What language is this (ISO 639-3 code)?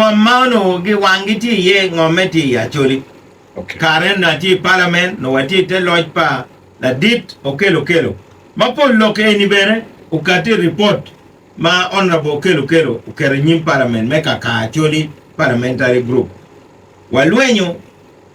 ach